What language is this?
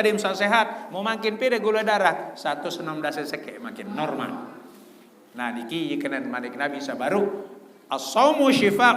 Sasak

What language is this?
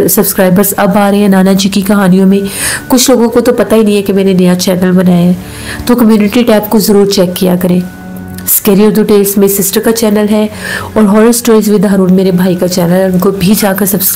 Hindi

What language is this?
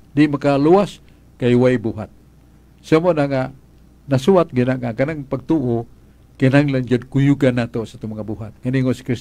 Cebuano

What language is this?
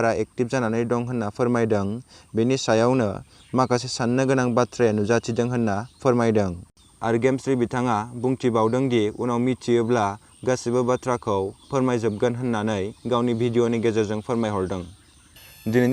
Bodo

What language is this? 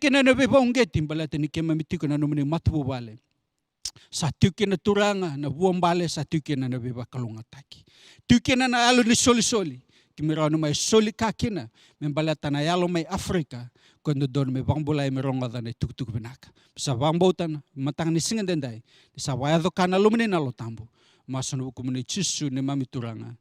Fijian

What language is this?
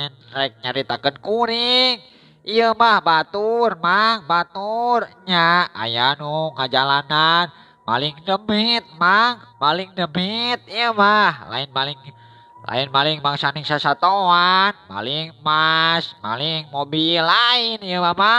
Sundanese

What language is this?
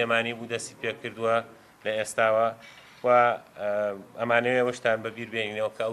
Central Kurdish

